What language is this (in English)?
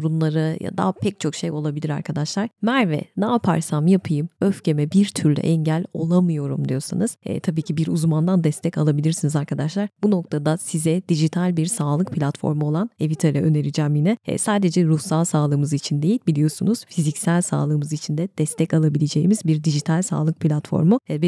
Turkish